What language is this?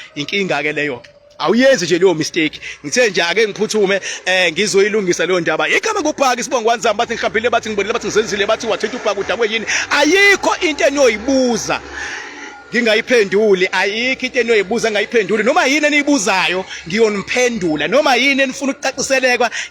Zulu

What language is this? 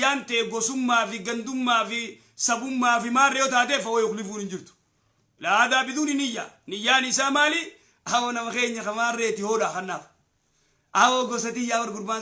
Oromo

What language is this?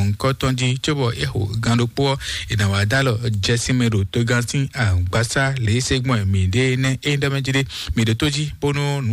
Fon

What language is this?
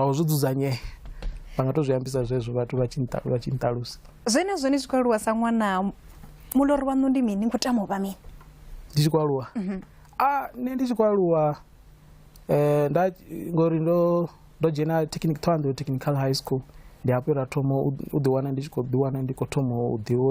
Venda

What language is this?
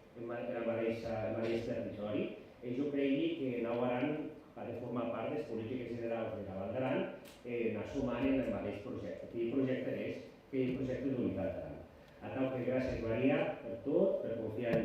Occitan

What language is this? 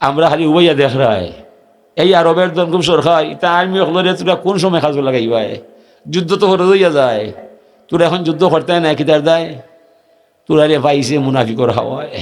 Sylheti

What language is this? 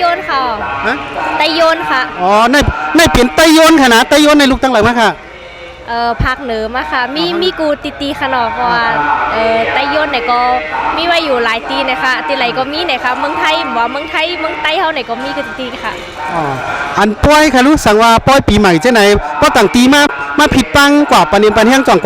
Shan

